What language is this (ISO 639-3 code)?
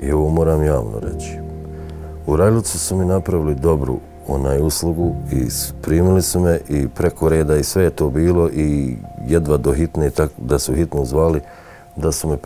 bos